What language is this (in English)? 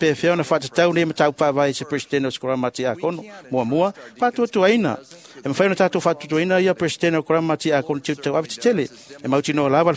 Samoan